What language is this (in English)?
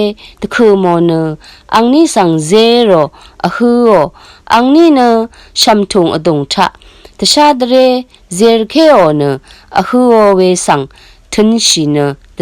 Rawang